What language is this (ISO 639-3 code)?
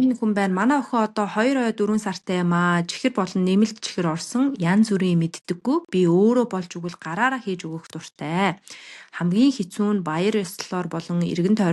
mon